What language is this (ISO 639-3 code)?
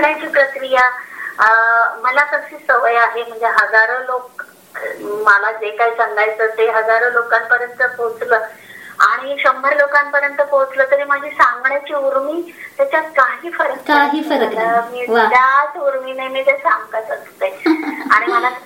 mar